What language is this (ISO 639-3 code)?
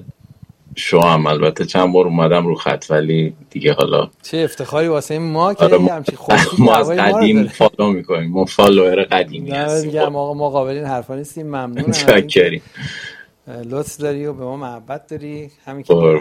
fas